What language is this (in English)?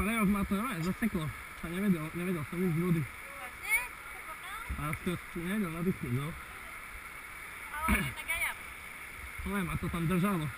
Slovak